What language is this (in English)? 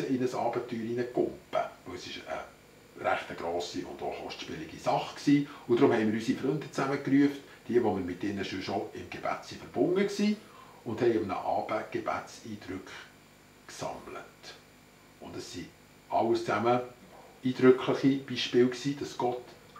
Swiss German